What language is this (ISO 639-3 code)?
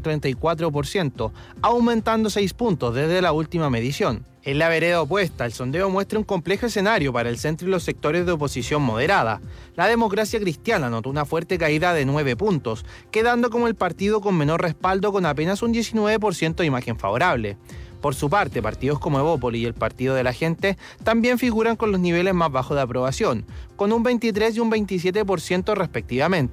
spa